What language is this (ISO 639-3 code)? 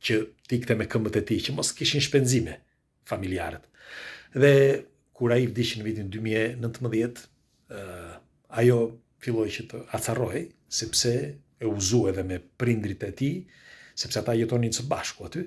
sqi